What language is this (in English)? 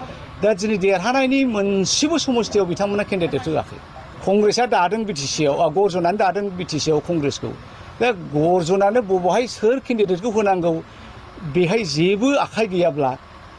Bodo